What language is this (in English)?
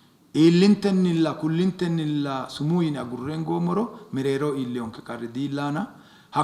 Sidamo